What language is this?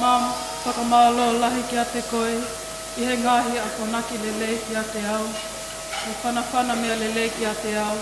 Tongan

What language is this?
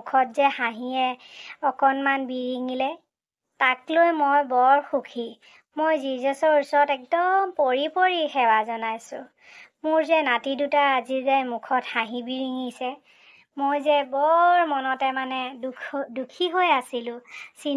Assamese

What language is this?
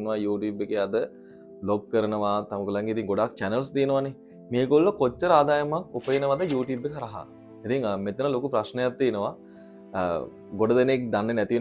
Sinhala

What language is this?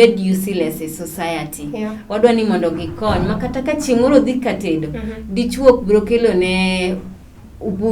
Luo (Kenya and Tanzania)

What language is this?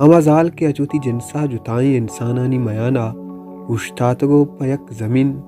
Baluchi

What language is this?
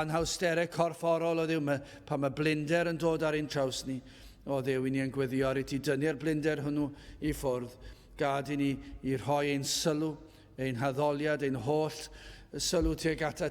Welsh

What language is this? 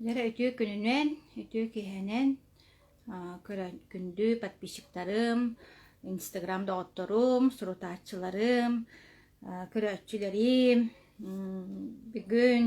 Yakut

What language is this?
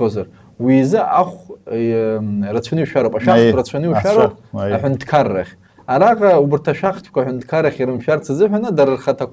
Abkhazian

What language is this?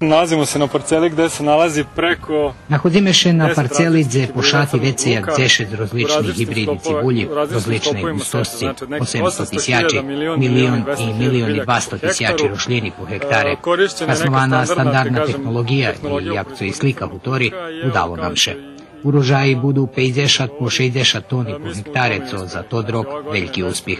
Rusyn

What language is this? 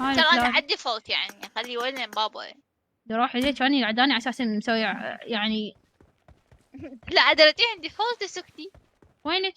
Mesopotamian Arabic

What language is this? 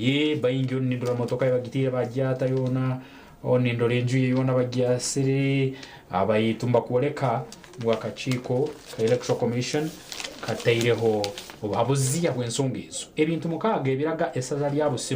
Nyankole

